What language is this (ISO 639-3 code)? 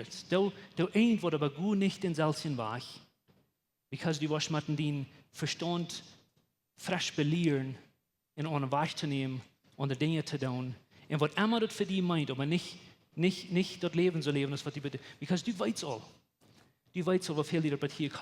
pdt